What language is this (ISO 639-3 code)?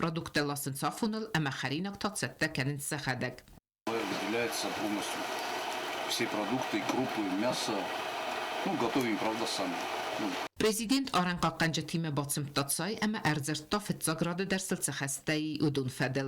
oss